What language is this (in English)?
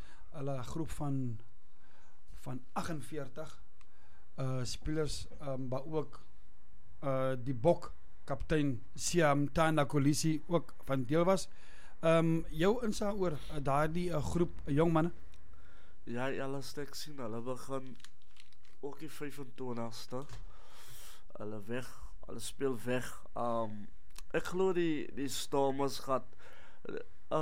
Afrikaans